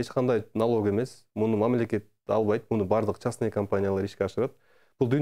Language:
Kyrgyz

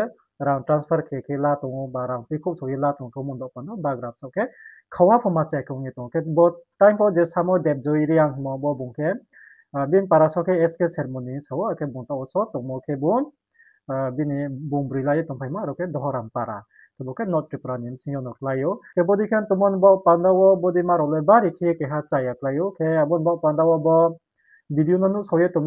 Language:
Riang (India)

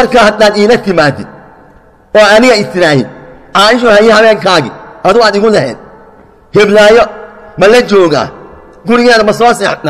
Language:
Somali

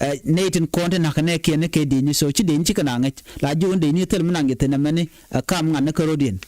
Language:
Nuer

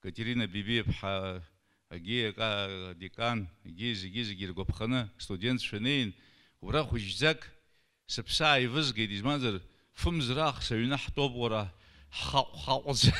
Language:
Abkhazian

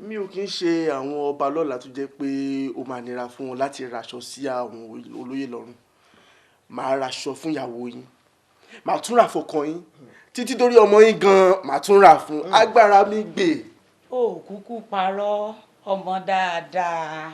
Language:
Yoruba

